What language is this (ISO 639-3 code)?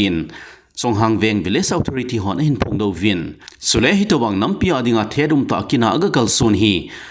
tcz